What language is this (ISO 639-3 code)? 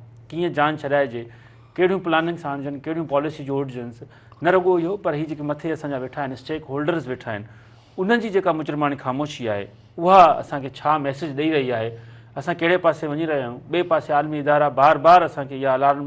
snd